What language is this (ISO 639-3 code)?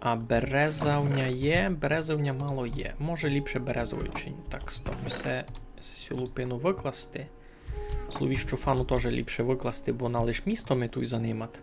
rue